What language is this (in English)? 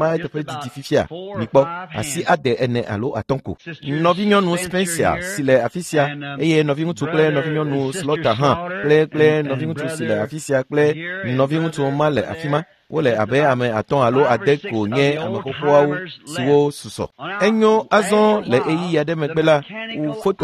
Ewe